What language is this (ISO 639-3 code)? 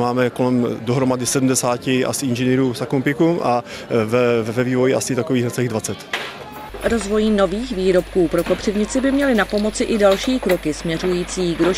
ces